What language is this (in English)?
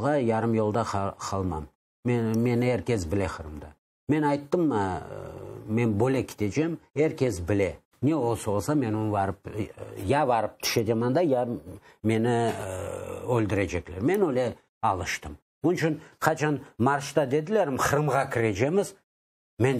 Crimean Tatar